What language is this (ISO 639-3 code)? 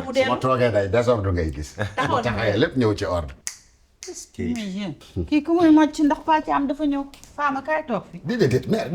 wol